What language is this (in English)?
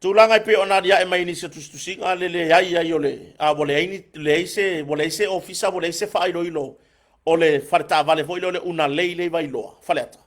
Samoan